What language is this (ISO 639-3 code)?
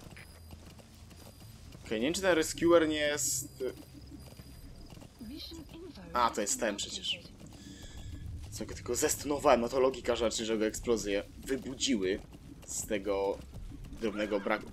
pol